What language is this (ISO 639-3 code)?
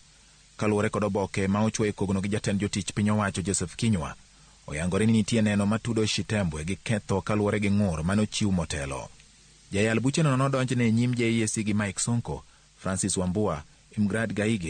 luo